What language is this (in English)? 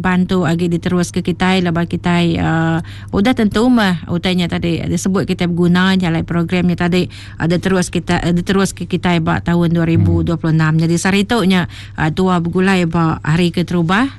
Iban